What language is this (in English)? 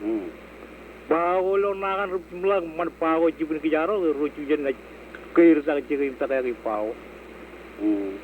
Marshallese